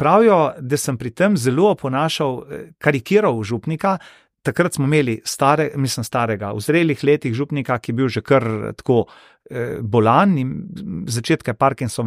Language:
Slovenian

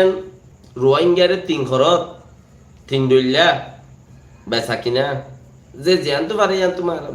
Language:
Rohingya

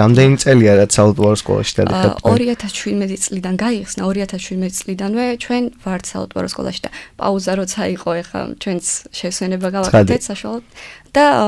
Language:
Georgian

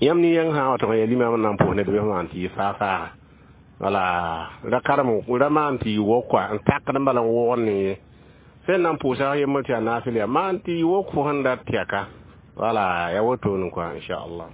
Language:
Mossi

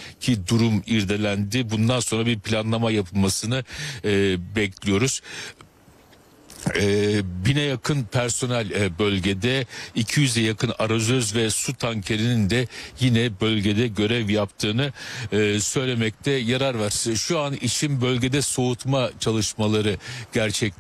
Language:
Turkish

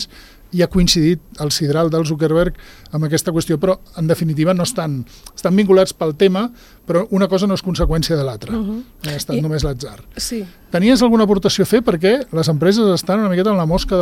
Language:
Catalan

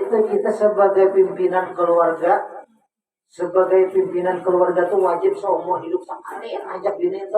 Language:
Banjar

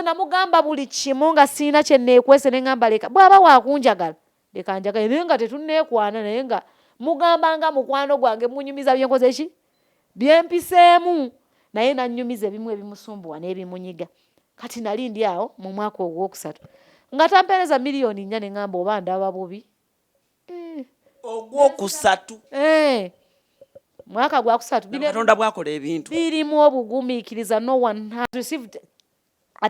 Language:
Ganda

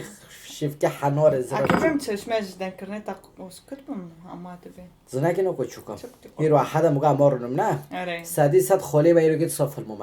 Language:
Kurdish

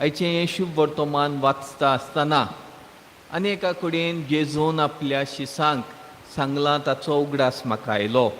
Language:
Konkani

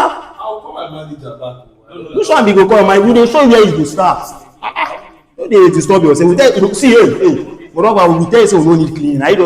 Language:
Nigerian Pidgin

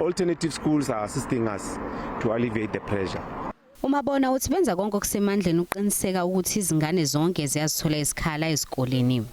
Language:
Zulu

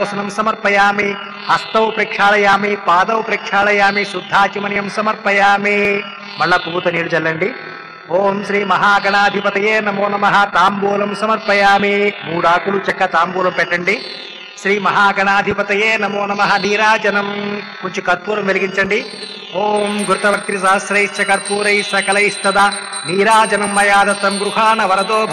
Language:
Telugu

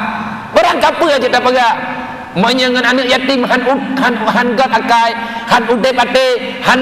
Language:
Achinese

